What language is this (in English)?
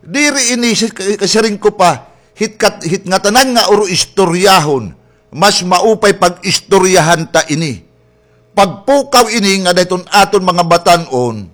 Waray